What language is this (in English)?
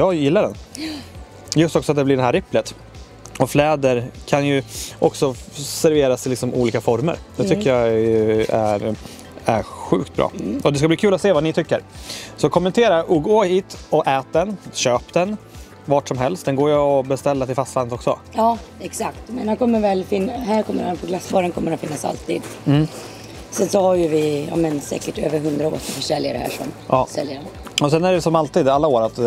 Swedish